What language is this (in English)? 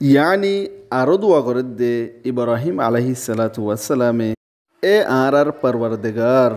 Rohingya